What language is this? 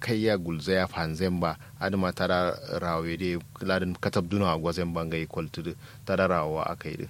Kanuri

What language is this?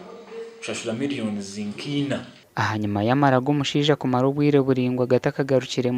Nyankole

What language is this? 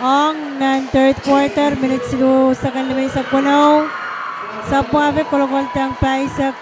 Pohnpeian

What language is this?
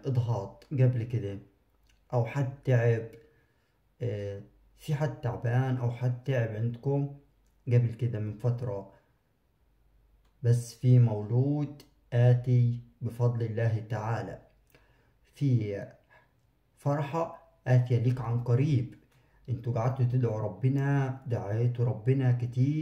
Egyptian Arabic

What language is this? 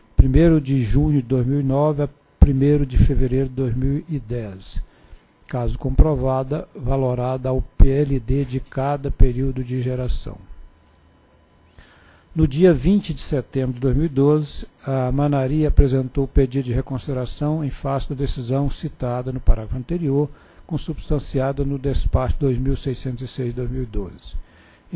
Portuguese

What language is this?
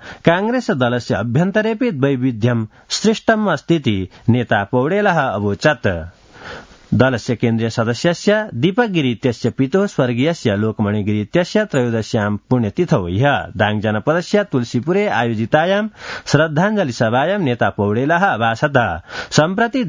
Sanskrit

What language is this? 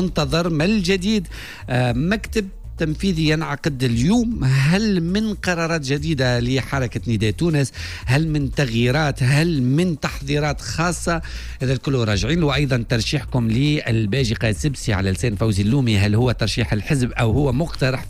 Tunisian Arabic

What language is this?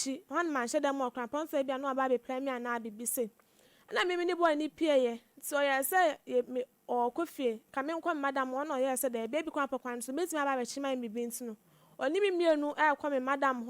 Akan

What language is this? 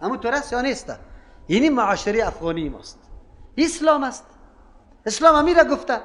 Persian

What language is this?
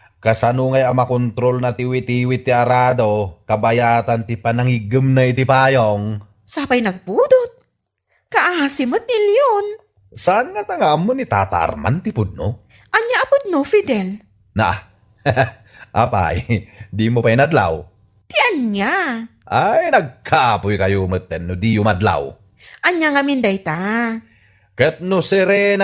Iloko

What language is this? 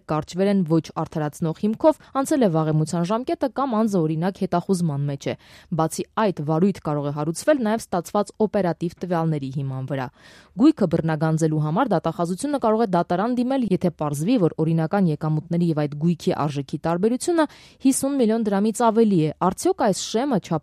Armenian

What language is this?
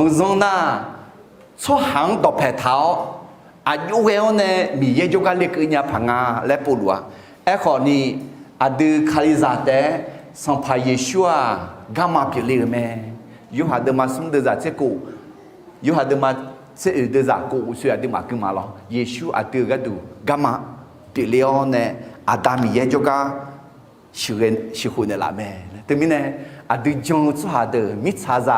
Akha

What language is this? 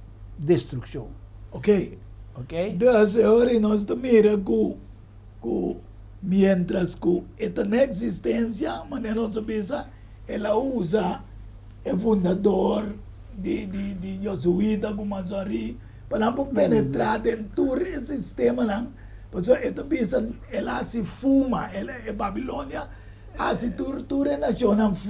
Papiamento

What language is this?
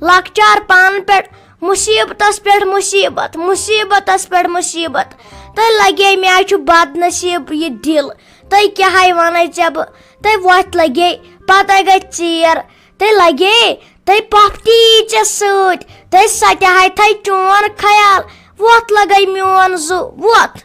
Kashmiri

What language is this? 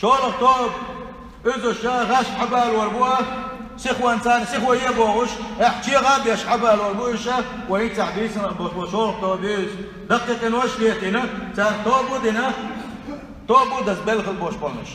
Chechen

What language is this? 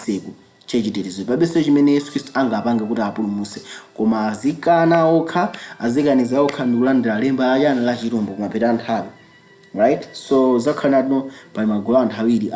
Nyanja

